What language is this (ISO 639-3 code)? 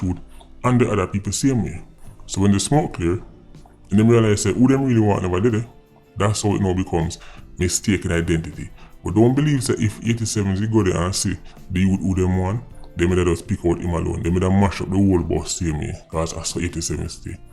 jam